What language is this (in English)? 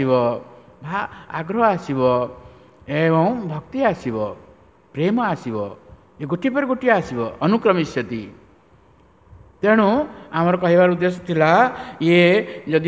Odia